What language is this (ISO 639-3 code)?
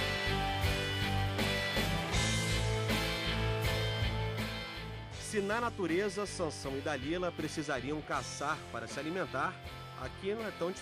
por